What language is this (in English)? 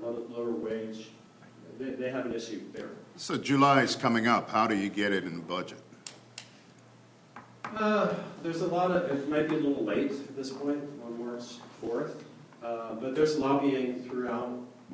English